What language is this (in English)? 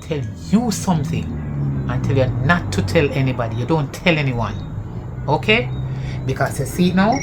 Jamaican Creole English